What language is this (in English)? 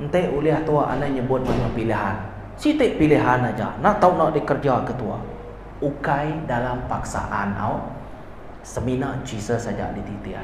Iban